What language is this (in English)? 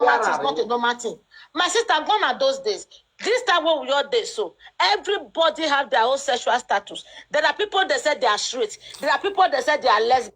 Nigerian Pidgin